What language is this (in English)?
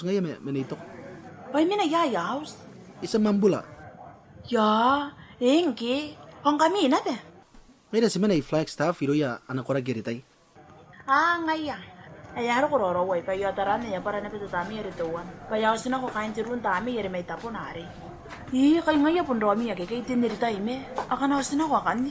Gilbertese